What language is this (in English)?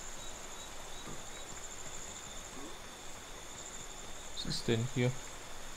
German